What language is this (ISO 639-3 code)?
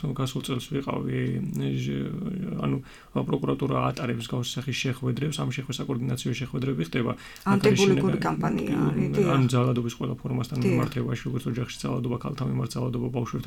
kat